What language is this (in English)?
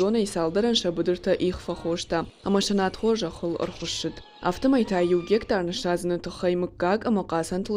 Ossetic